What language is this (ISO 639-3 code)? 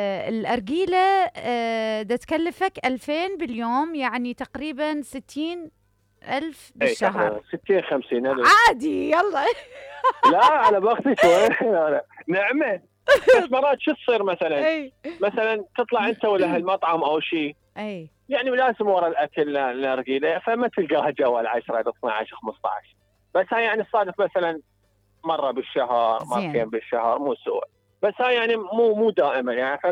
acm